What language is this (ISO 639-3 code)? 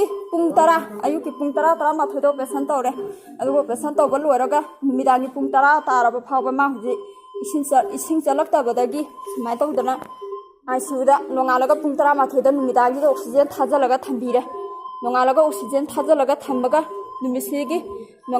mni